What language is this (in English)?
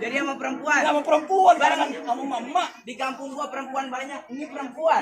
Betawi